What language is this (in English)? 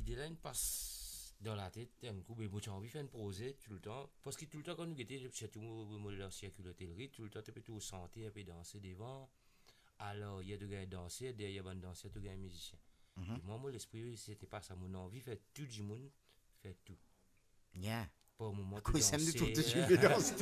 Morisyen